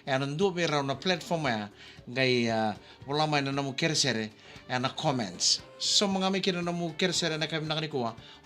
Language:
Fijian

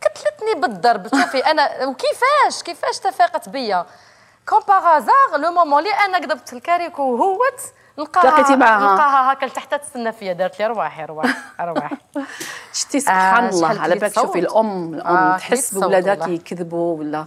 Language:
Algerian Arabic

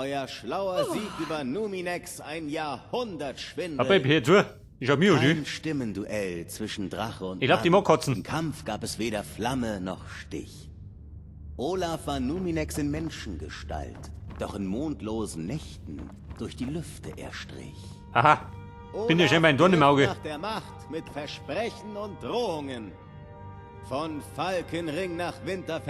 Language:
Bavarian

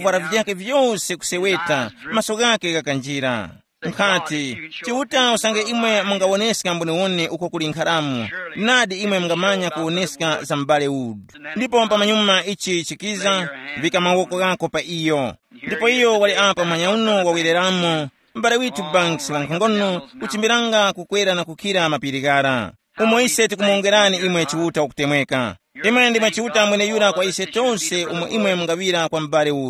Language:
Tumbuka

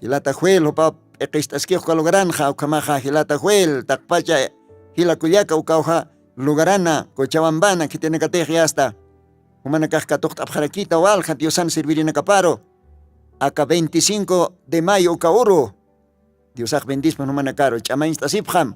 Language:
Aymara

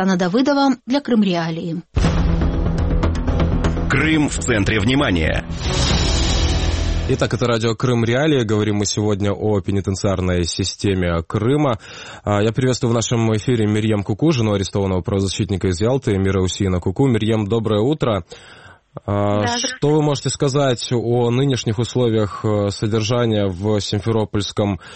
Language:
Russian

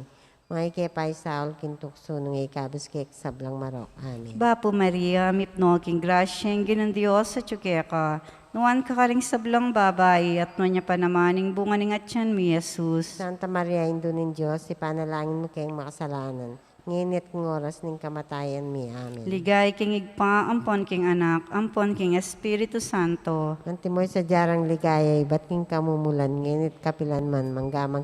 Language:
Pampanga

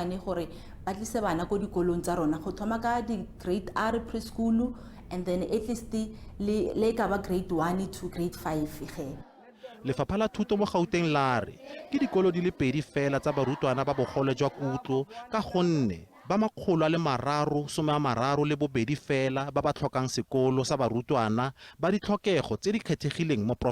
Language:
Northern Sotho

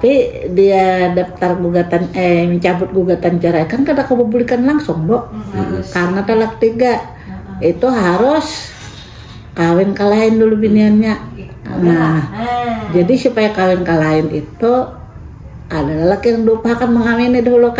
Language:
Banjar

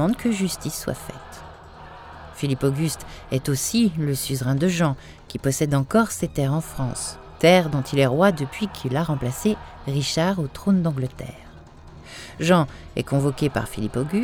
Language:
French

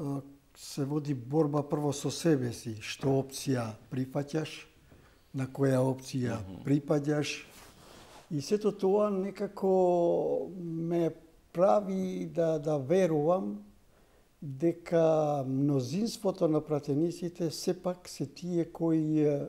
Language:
Macedonian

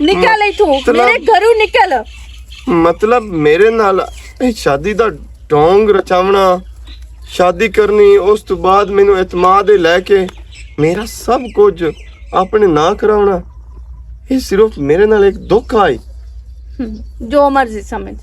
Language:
Western Panjabi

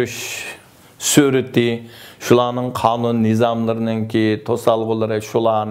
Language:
Uyghur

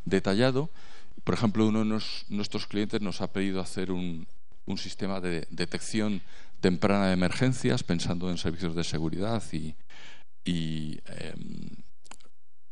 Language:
Spanish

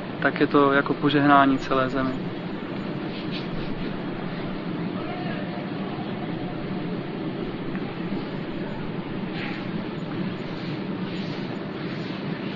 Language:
Czech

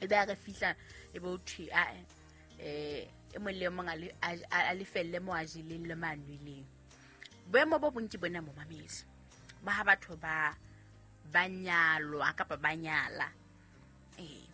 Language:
Southern Sotho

